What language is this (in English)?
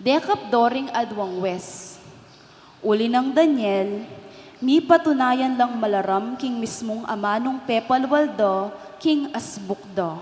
Pampanga